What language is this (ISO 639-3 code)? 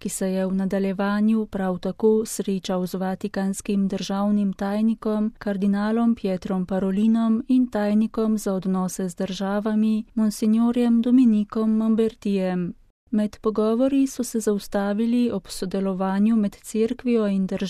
slv